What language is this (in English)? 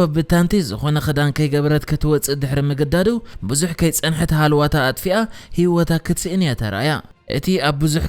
Tigrinya